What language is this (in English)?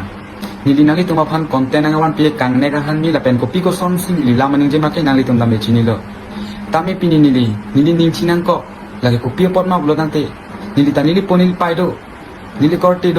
Karbi